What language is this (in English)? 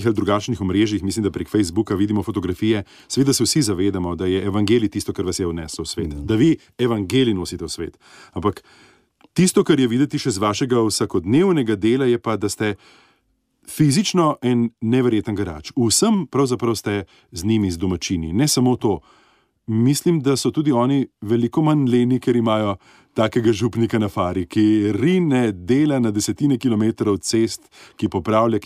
Slovenian